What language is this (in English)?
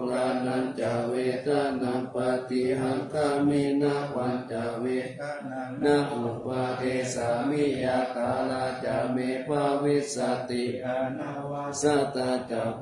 Pali